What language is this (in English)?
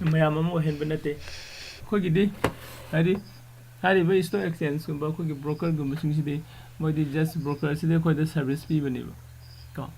Manipuri